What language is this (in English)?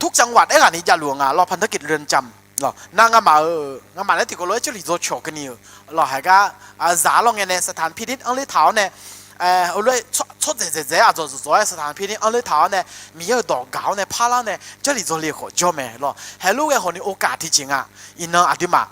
Akha